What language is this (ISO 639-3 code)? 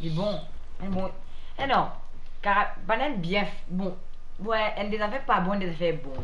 mfe